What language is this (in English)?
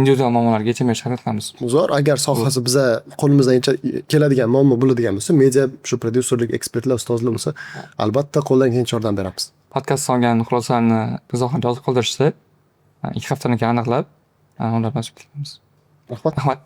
Uzbek